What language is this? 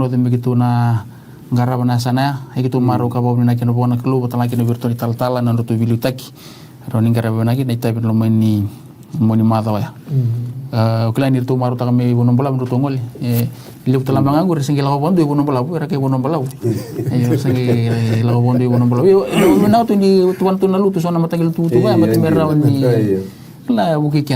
Fijian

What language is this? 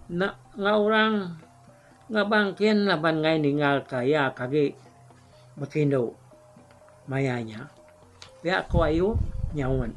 Iban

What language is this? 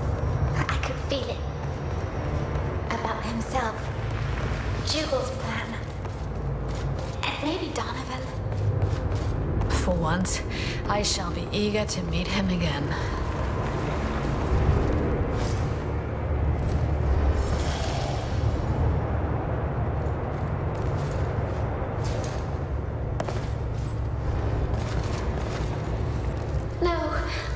English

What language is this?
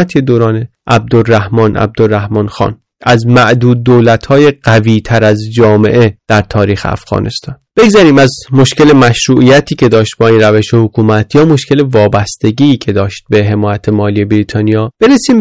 Persian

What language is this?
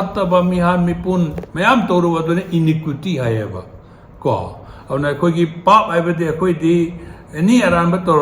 Manipuri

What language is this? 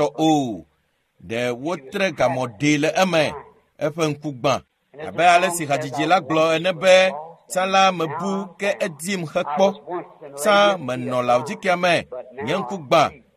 Ewe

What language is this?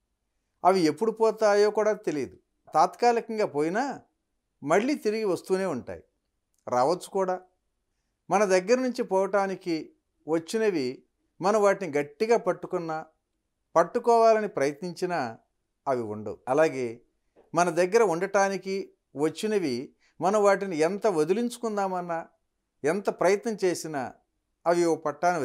Telugu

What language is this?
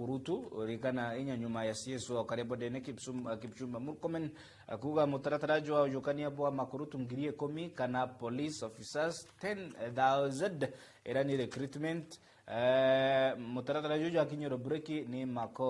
Meru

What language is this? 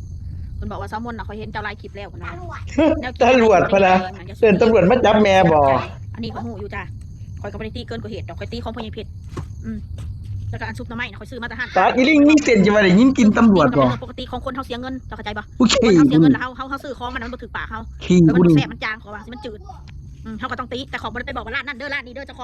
Northeastern Thai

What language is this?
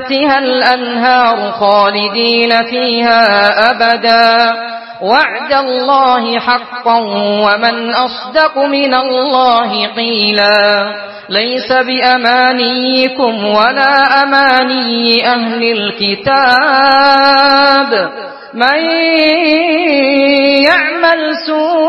Arabic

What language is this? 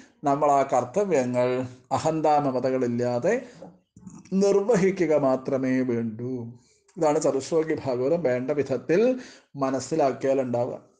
Malayalam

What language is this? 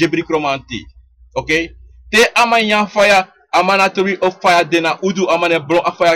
Sranan Tongo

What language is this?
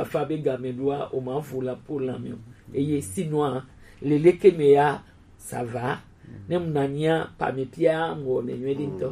Gen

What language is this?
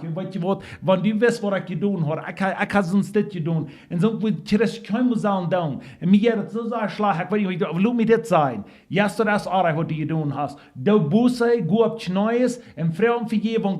Plautdietsch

